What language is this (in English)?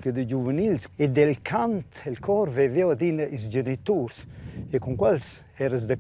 Romansh